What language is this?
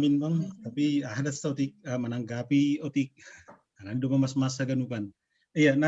Batak Simalungun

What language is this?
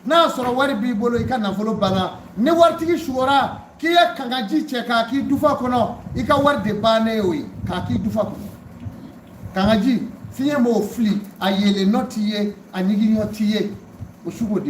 Bambara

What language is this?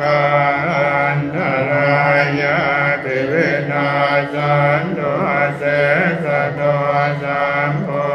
Pali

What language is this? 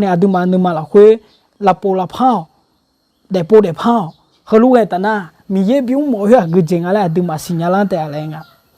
Akha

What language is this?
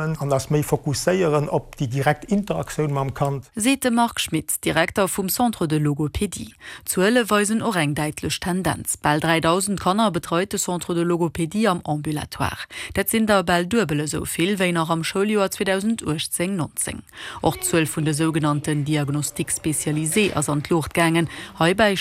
Luxembourgish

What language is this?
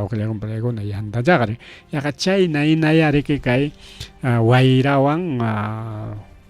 Ayacucho Quechua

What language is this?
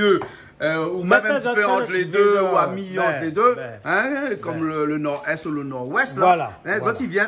Réunion Creole French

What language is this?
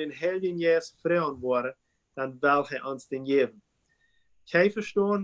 Plautdietsch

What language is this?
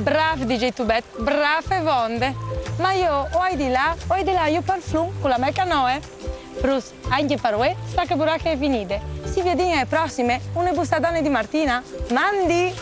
Friulian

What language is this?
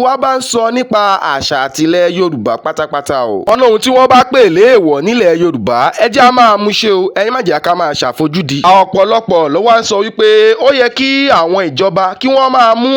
Yoruba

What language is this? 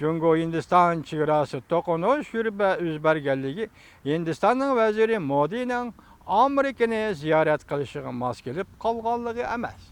Uyghur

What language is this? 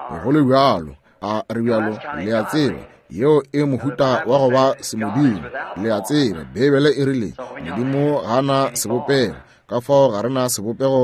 Northern Sotho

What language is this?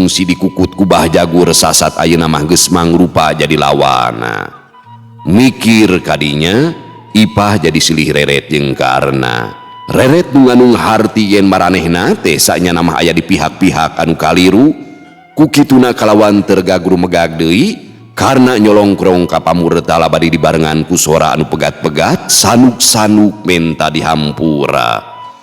Sundanese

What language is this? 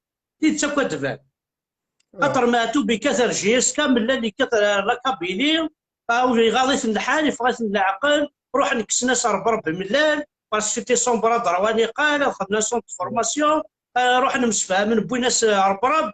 Kabyle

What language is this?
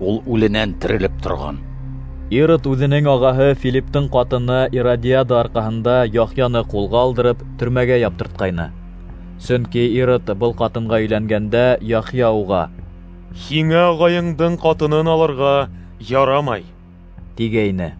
Bashkir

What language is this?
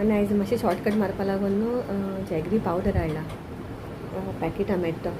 Konkani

